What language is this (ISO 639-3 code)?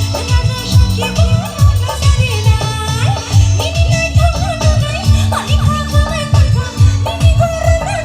trp